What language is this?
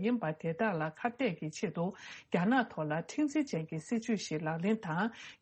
Tibetan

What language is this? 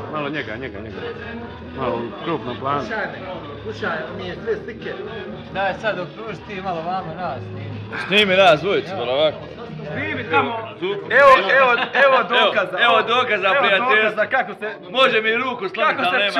Bosnian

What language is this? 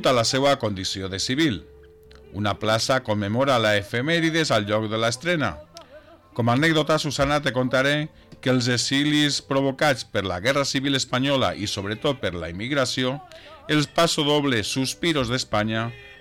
Catalan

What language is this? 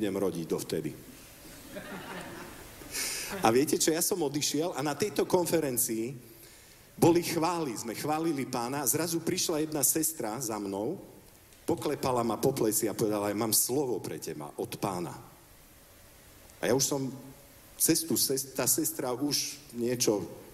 Slovak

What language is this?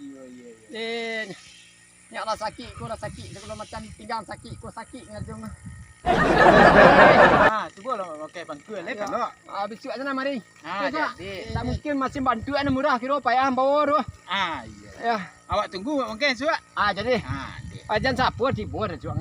Minangkabau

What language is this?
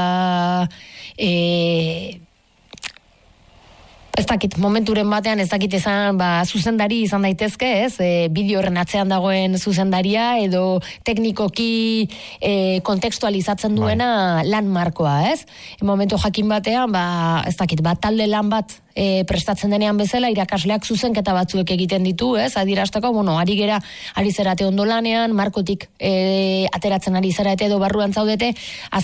Basque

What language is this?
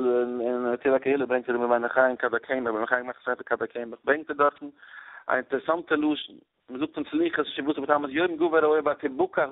Yiddish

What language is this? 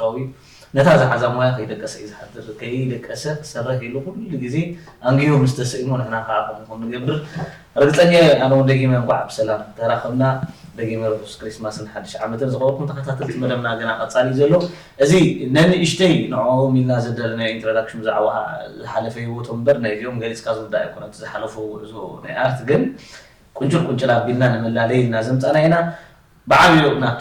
Tigrinya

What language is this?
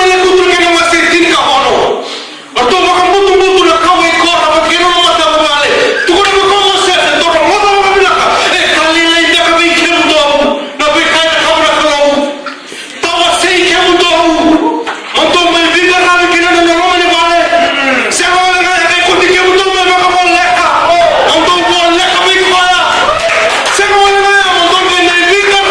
Fijian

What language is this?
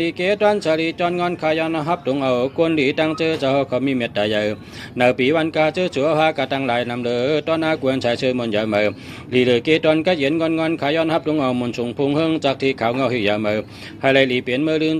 Shan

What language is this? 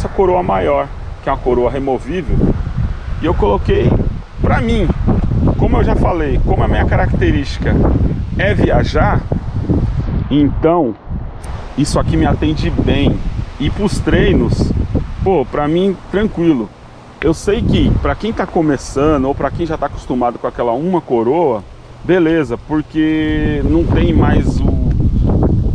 Portuguese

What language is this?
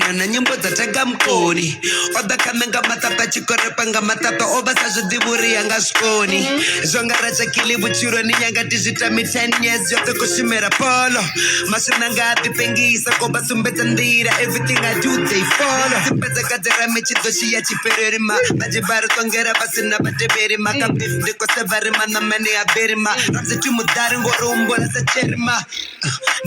Venda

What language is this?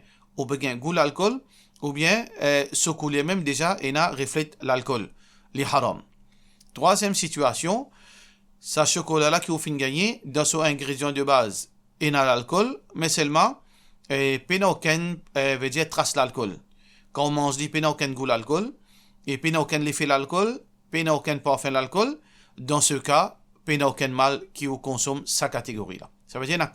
Morisyen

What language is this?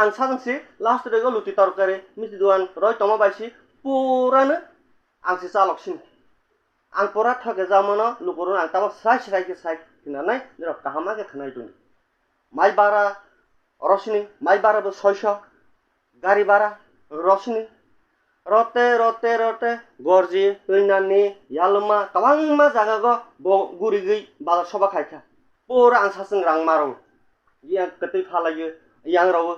Kok Borok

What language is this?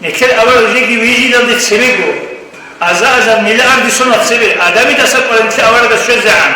Avaric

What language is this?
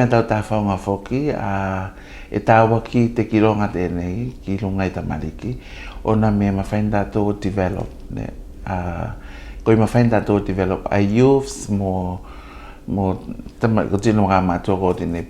Tuvalu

